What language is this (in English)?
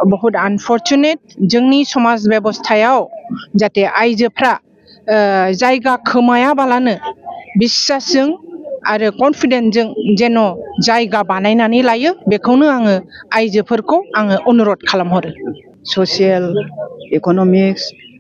Bodo